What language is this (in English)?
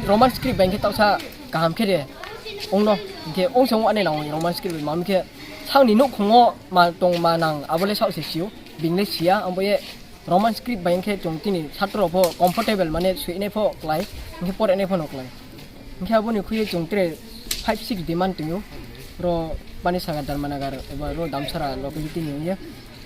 Riang (India)